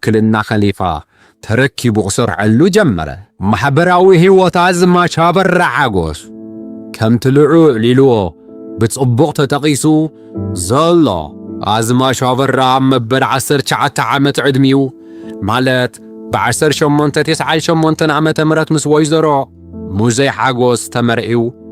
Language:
Tigrinya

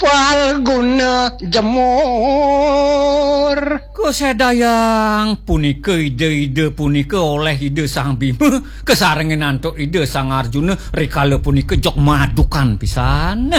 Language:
Balinese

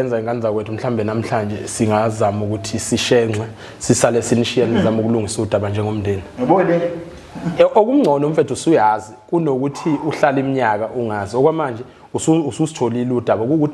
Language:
Zulu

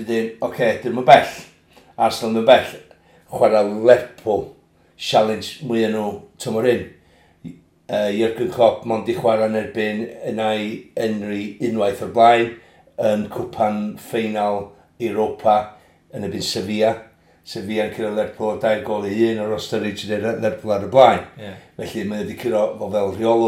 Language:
Welsh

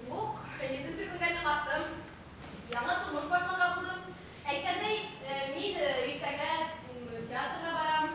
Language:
Bashkir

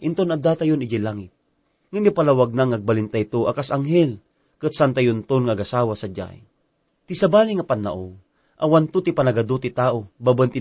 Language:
Iloko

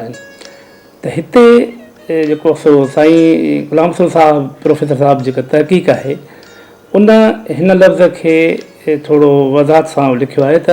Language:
Sindhi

